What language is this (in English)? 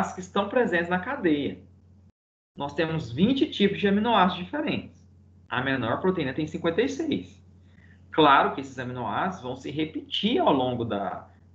Portuguese